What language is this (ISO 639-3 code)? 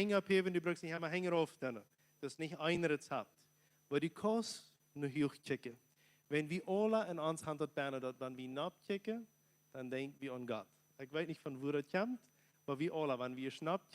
pdt